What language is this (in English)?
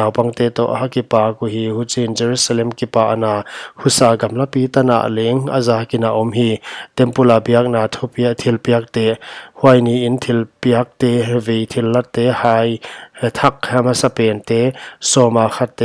Paite Chin